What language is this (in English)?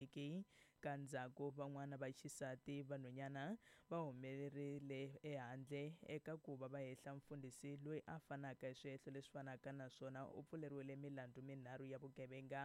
Tsonga